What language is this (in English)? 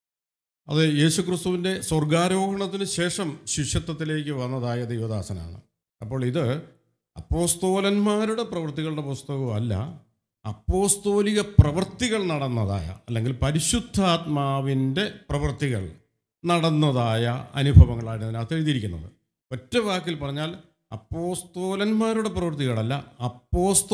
Malayalam